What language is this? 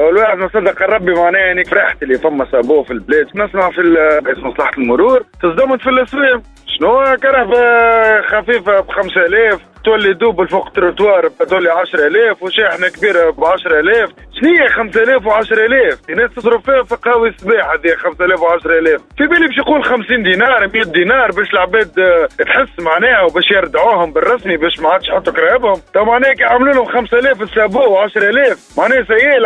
Tunisian Arabic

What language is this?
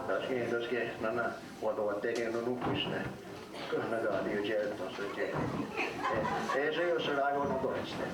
Mohawk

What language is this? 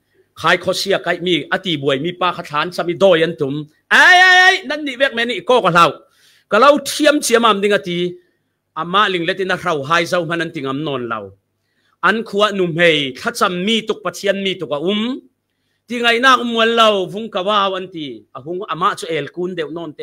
Falam Chin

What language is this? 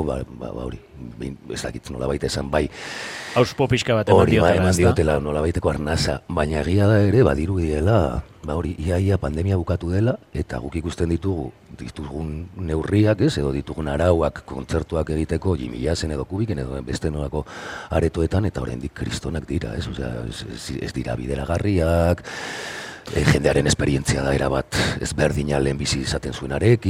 Basque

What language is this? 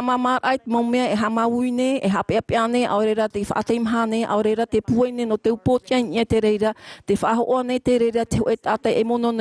Tahitian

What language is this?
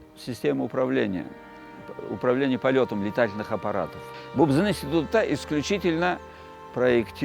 Crimean Tatar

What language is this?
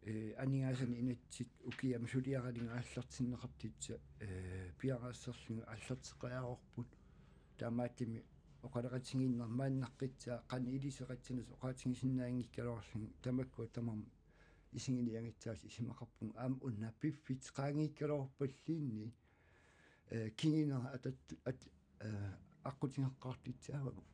Kalaallisut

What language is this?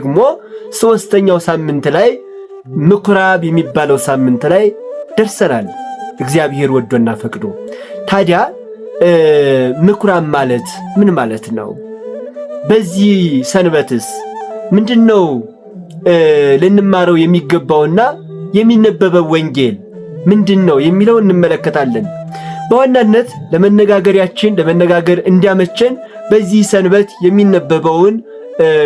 Amharic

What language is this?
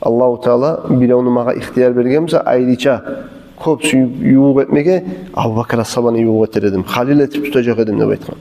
Kumyk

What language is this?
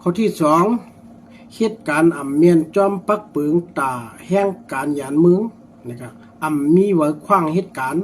Shan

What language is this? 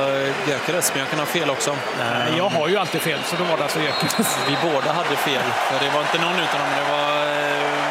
Swedish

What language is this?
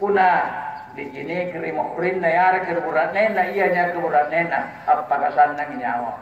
Makasar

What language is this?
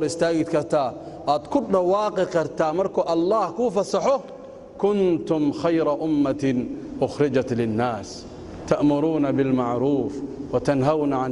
Somali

